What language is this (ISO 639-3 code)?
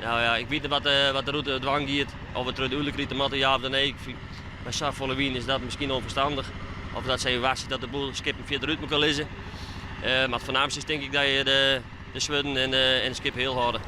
fry